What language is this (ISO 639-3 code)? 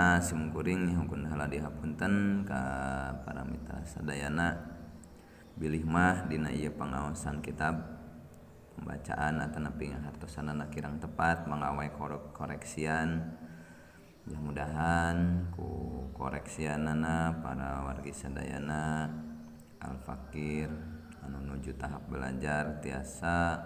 sun